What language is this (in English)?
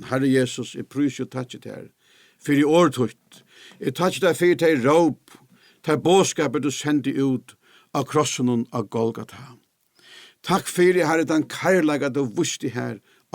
Faroese